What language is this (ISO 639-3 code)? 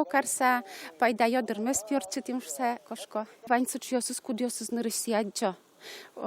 udm